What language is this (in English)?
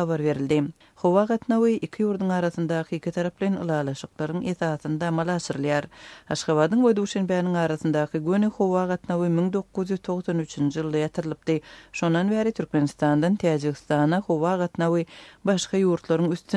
Turkmen